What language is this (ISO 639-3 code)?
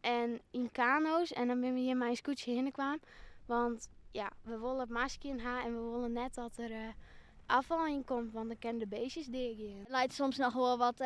fry